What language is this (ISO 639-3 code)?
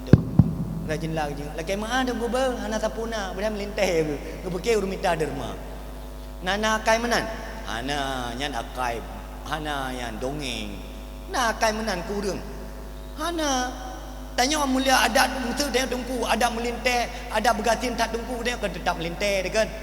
ace